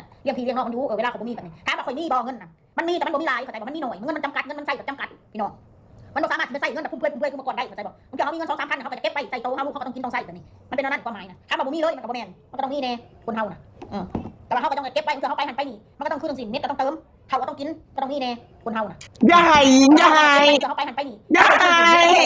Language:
Northeastern Thai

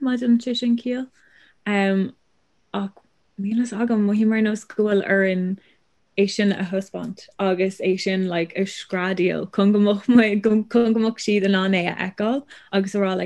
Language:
Irish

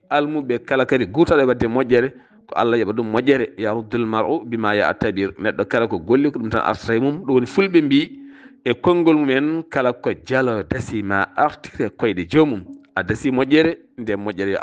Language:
Fula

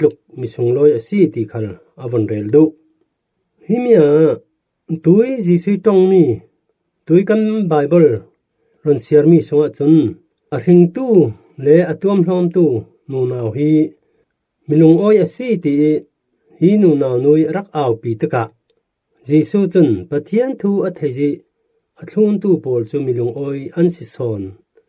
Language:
Falam Chin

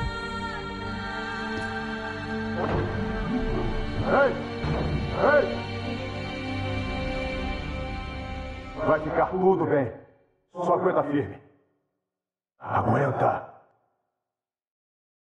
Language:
Portuguese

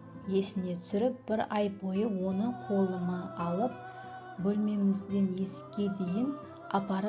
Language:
Kara-Kalpak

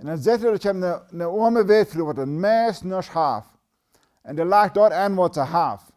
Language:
Plautdietsch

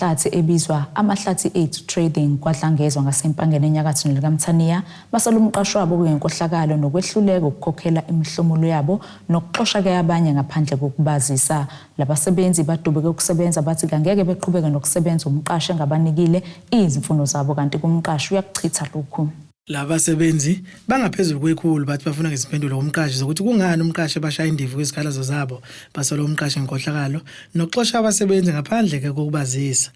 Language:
Zulu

